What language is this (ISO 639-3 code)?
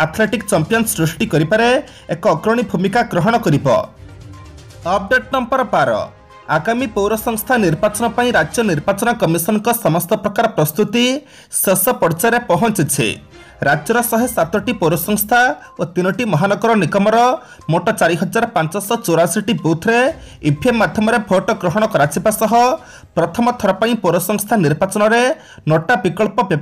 ori